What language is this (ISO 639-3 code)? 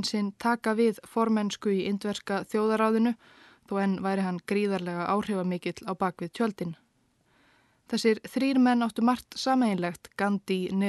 isl